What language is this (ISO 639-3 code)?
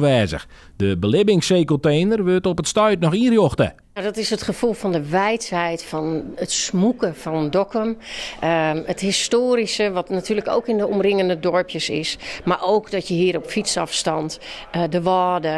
fry